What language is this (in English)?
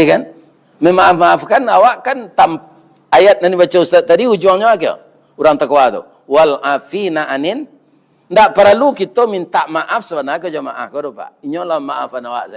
Minangkabau